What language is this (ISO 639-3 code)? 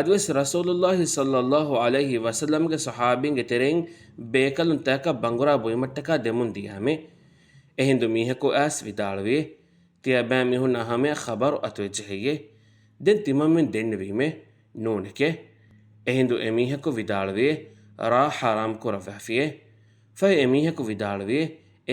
div